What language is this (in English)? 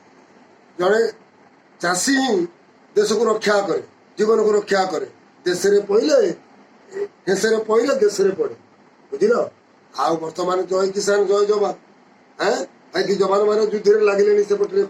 Odia